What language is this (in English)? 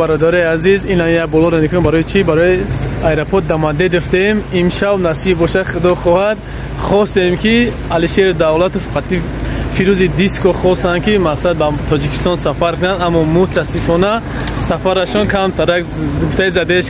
Tajik